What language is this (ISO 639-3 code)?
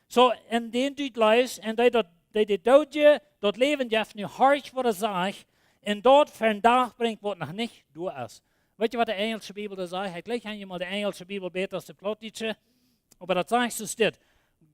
pdt